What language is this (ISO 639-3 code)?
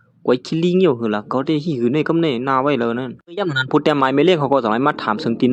shn